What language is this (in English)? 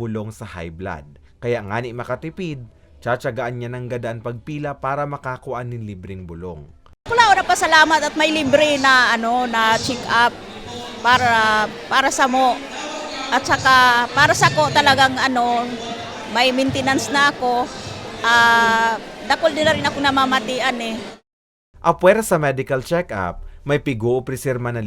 Bikol